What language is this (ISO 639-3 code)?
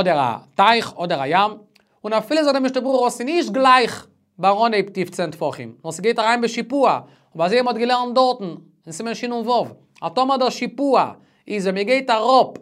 yid